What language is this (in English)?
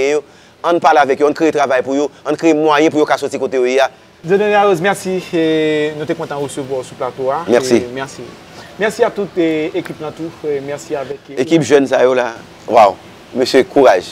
Haitian Creole